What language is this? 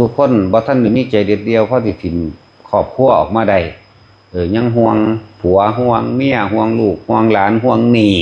Northeastern Thai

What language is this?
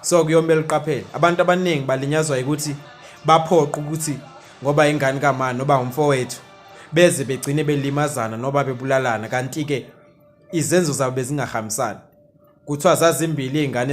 Zulu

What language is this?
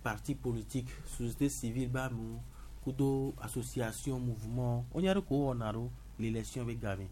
Gen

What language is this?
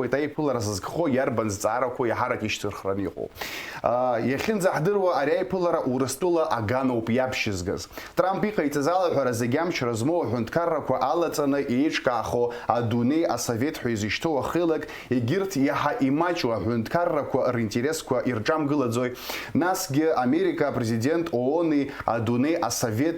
Abkhazian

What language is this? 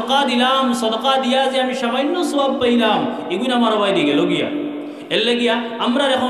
Sylheti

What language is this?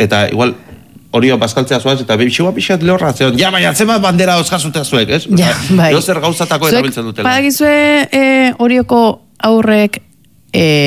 Basque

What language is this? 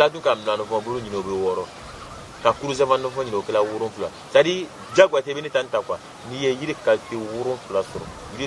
Bambara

